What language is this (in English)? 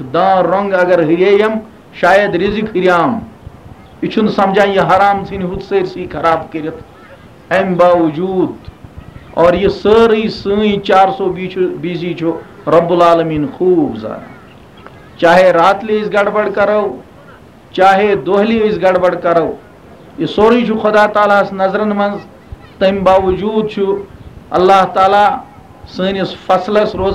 Kashmiri